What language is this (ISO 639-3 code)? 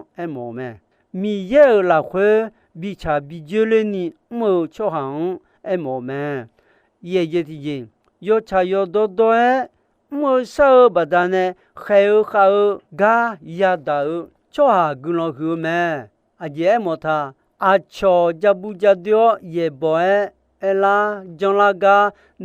ahk